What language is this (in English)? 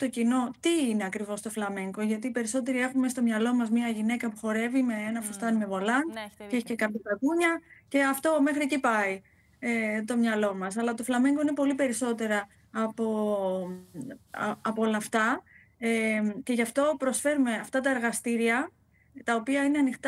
Greek